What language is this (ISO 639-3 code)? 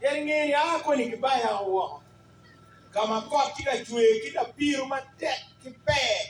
ach